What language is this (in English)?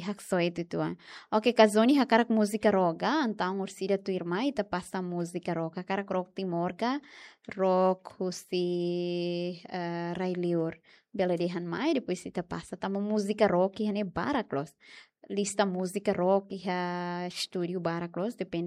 Tetum